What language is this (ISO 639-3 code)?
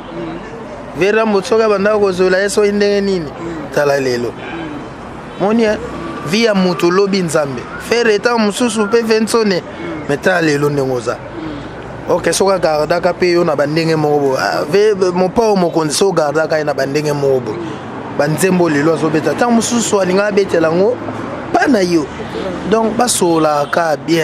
lin